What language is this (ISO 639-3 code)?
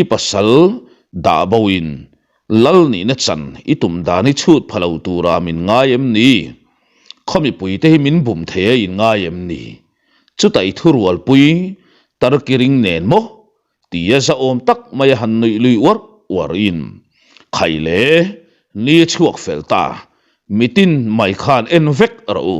lus